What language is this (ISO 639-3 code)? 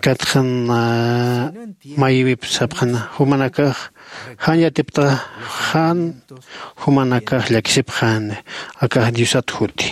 aym